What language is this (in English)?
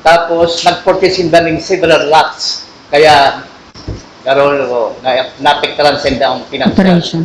Bikol